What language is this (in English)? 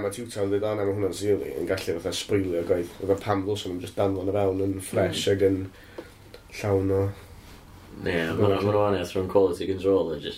Welsh